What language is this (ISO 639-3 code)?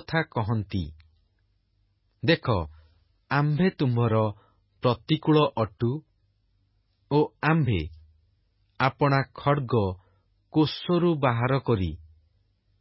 ori